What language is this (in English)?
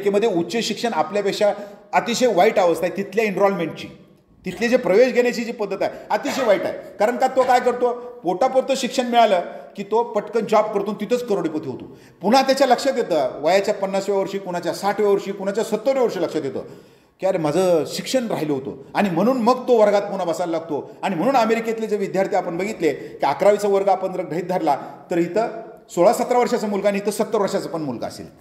Marathi